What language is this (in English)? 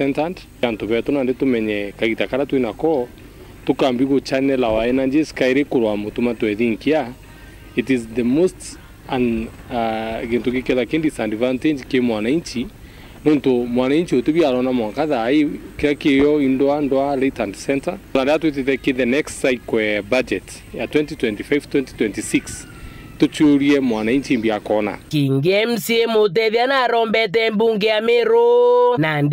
Meru